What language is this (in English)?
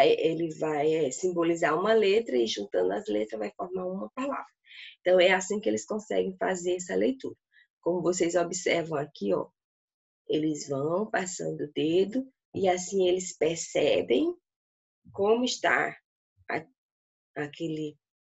Portuguese